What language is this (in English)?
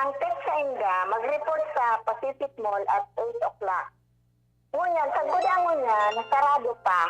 Bikol